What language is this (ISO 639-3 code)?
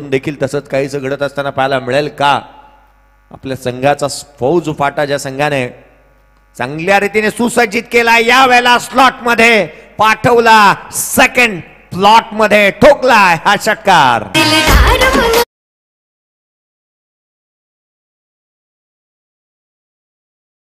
mar